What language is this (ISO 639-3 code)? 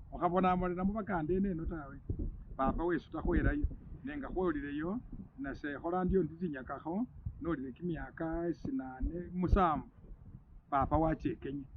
myx